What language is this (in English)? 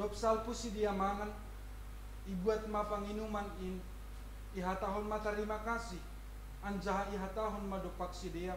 Batak Simalungun